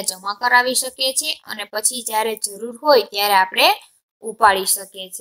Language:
Gujarati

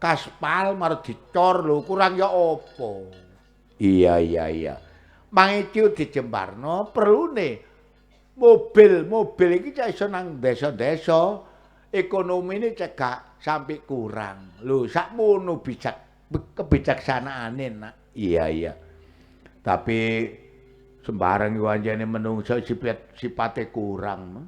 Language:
Javanese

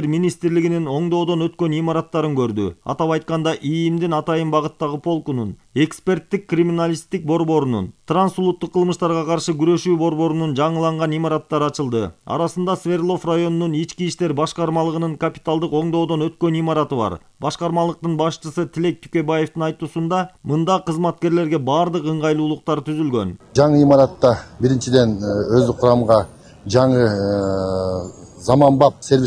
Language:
Kyrgyz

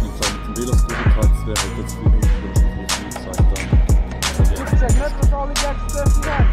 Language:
Swiss German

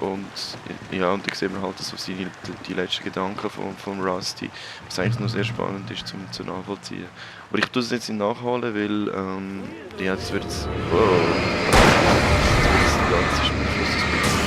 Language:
Swiss German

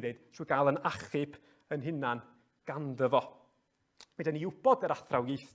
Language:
Welsh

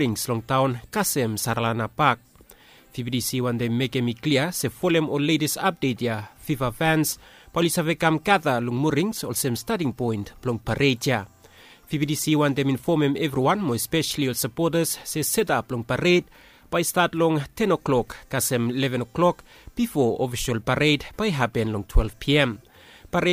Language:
Bislama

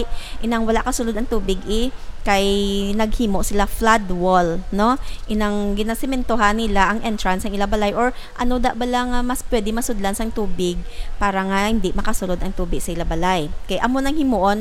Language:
Hiligaynon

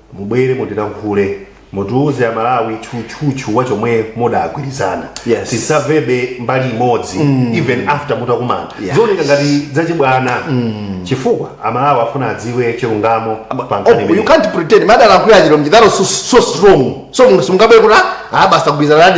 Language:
Nyanja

